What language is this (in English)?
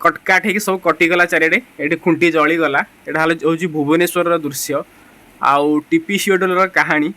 Odia